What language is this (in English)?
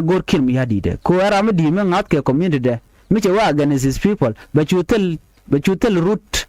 Nuer